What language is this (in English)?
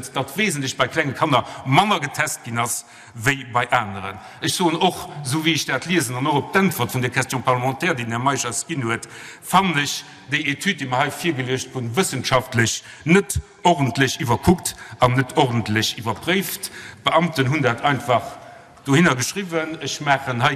Luxembourgish